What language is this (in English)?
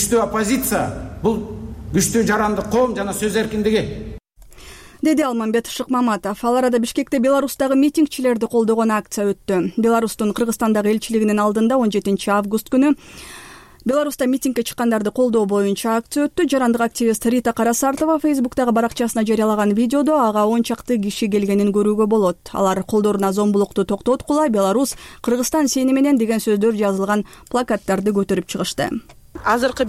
Kyrgyz